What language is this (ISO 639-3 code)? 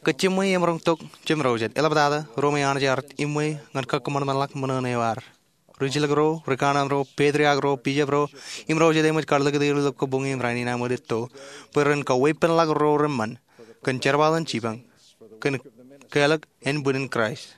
mah